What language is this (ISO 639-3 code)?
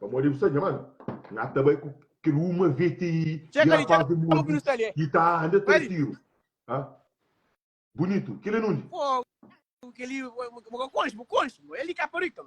kea